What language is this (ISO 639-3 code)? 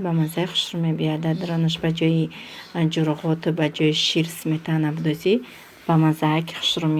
tgk